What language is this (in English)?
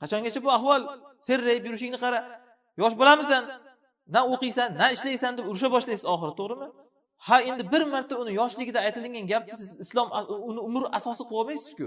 Uzbek